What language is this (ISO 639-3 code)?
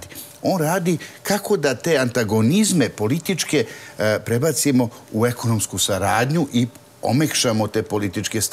srp